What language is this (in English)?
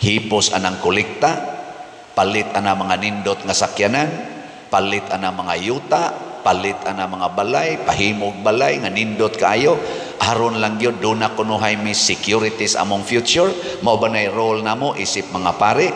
Cebuano